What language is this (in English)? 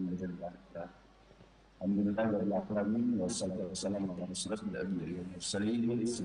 Banjar